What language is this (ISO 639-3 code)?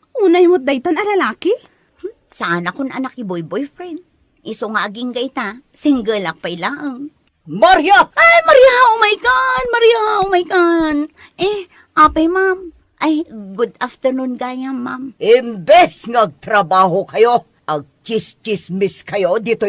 ilo